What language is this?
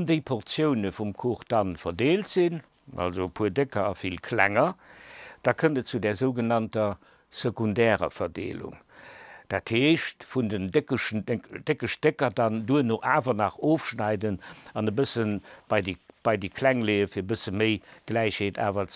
Luxembourgish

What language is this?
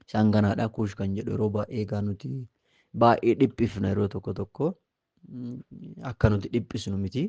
Oromo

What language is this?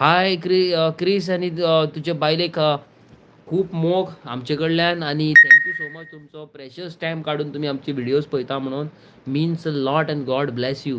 Konkani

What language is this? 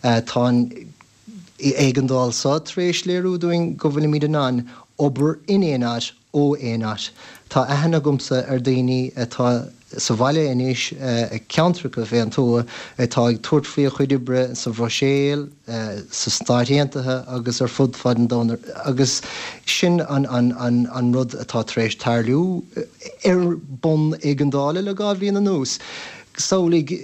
Irish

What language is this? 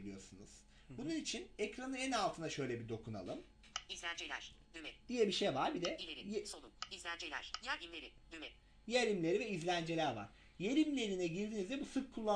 Turkish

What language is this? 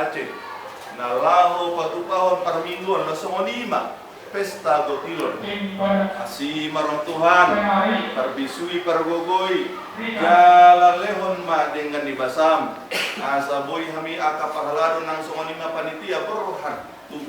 Batak Toba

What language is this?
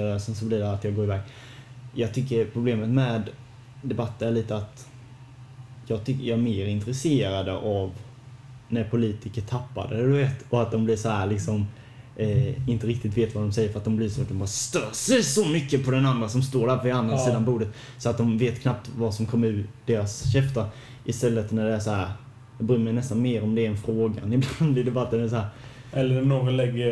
Swedish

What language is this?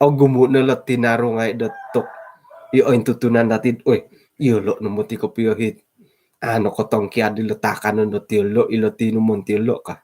Central Dusun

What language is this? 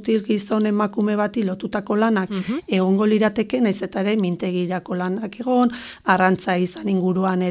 Basque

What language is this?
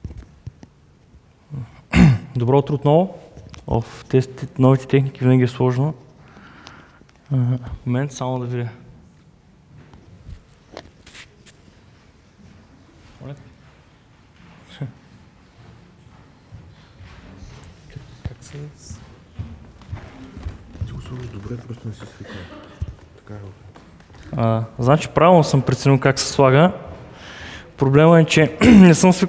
Bulgarian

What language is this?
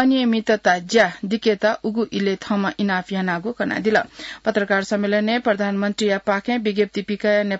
Newari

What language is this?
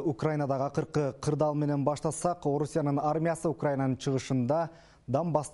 Kyrgyz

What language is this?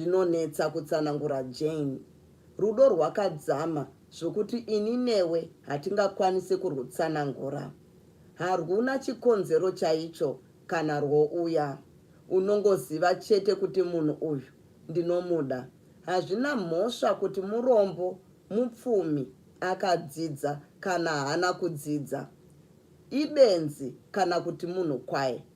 Shona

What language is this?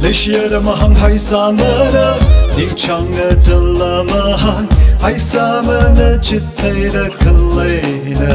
Tangkhul Naga (India)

